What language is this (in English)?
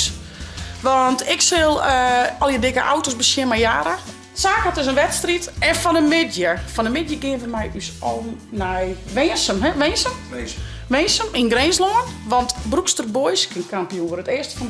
Western Frisian